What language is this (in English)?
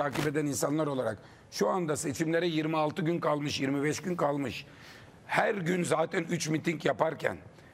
Turkish